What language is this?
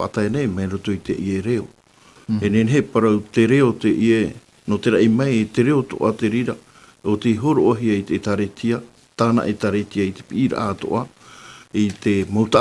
Tahitian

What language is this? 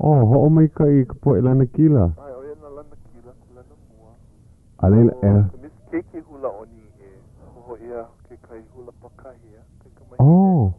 Hawaiian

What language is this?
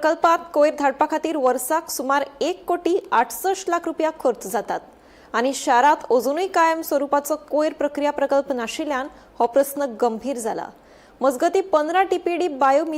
Konkani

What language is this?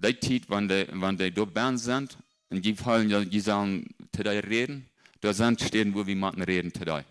Plautdietsch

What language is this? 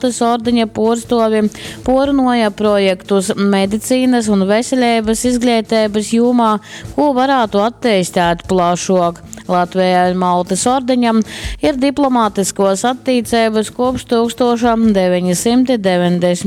Latgalian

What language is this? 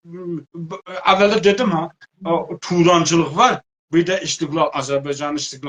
South Azerbaijani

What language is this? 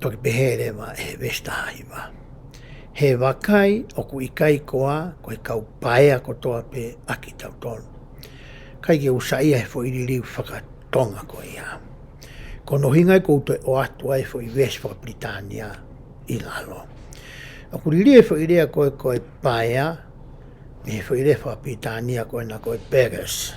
Tongan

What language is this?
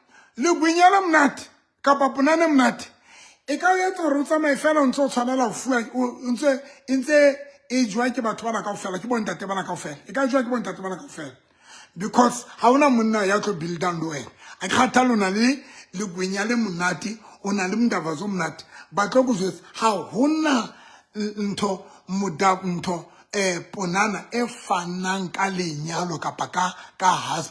Southern Sotho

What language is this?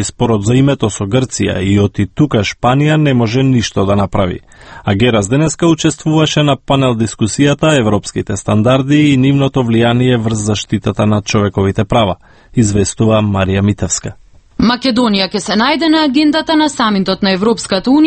Macedonian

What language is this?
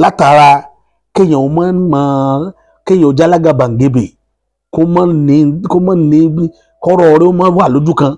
Yoruba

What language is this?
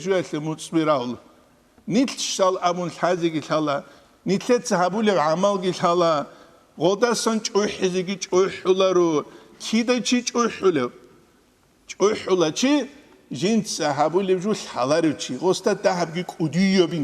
Avaric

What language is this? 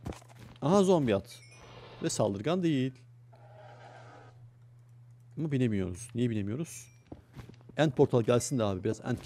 Turkish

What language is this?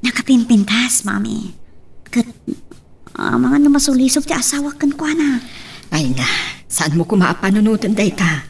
Iloko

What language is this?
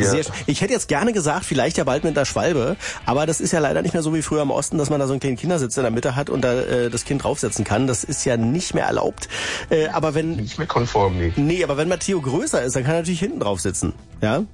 German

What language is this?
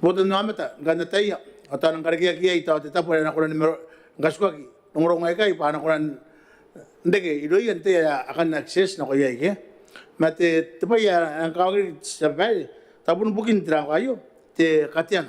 Gilbertese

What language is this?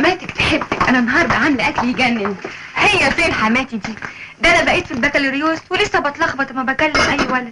Egyptian Arabic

